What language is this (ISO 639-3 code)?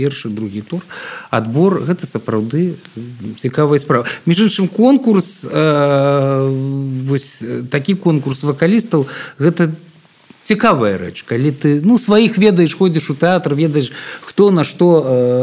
bel